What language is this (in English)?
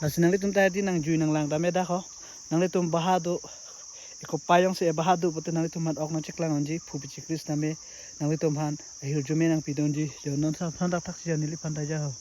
Karbi